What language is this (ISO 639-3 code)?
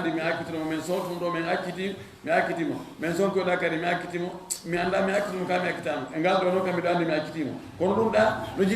ful